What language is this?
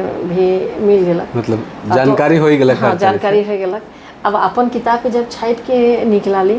Sadri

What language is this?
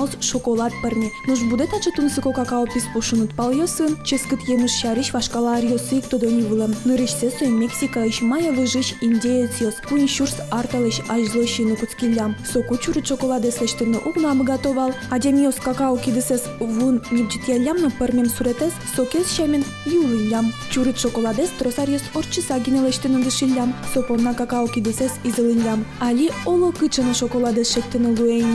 Udmurt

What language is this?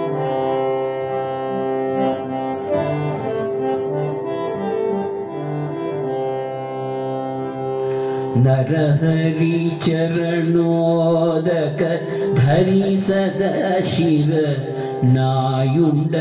Kannada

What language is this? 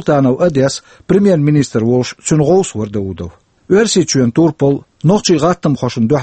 Chechen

